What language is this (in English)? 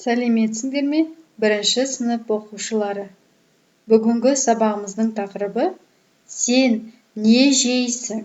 Kazakh